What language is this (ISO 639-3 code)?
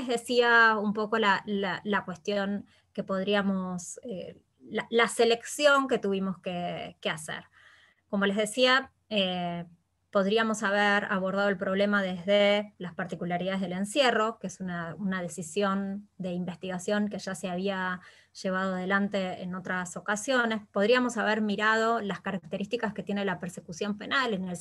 spa